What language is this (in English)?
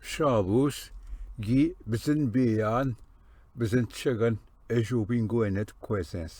Ojibwa